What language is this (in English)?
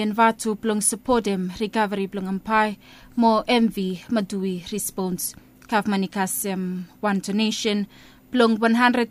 Bislama